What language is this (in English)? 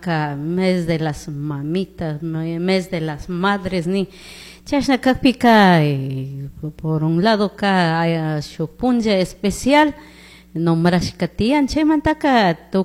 Chimborazo Highland Quichua